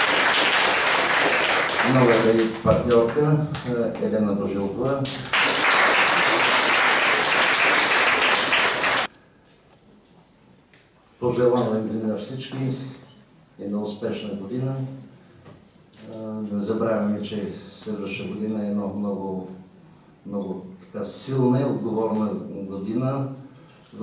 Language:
Bulgarian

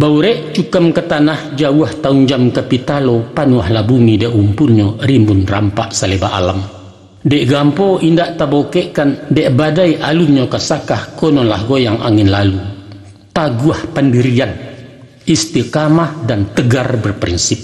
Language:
Minangkabau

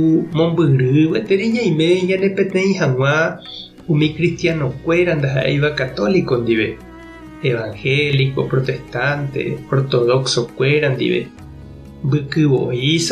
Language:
Guarani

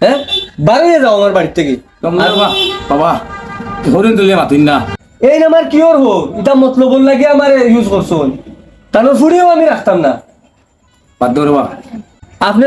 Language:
Sylheti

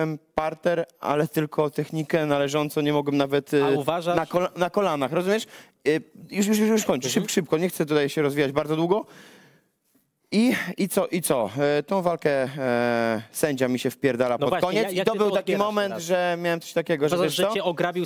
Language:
Polish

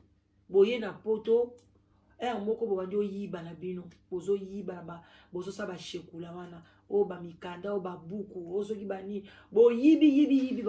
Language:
Lingala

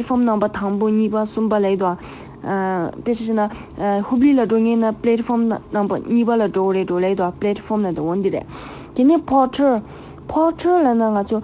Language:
Tibetan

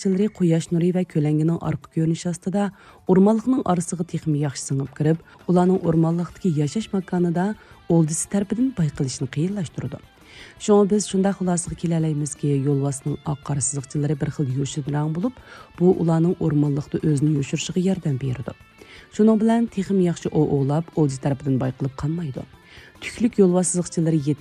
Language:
Uyghur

